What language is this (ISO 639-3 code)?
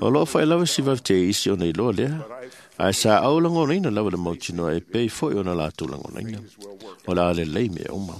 smo